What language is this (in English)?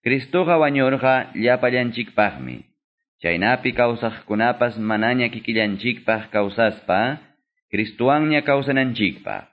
Quechua